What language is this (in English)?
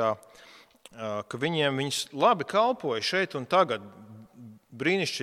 Latvian